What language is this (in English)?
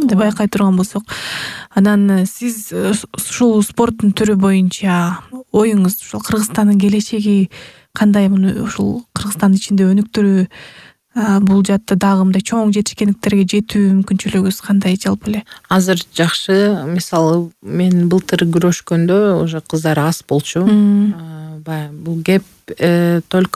Kyrgyz